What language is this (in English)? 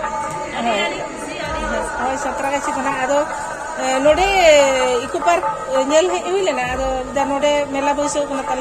Santali